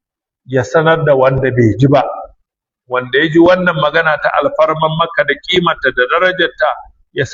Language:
Hausa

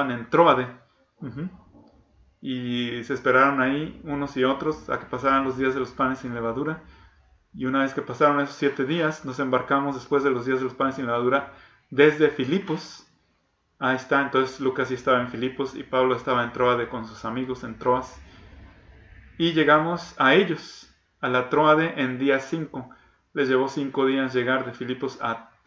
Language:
Spanish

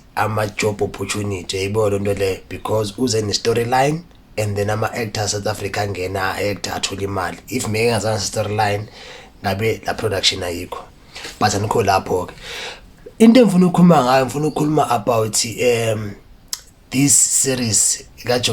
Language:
Zulu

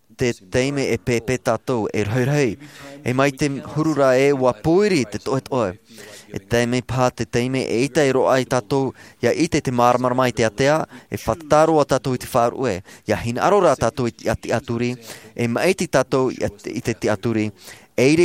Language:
Tahitian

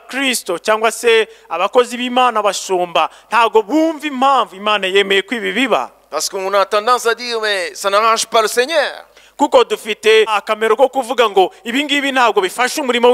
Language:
Kinyarwanda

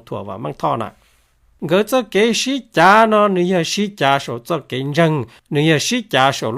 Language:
Hmong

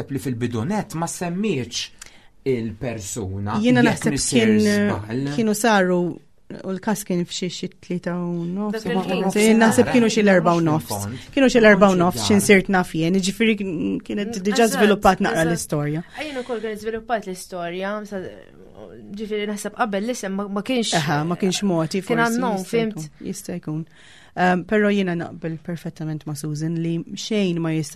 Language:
Maltese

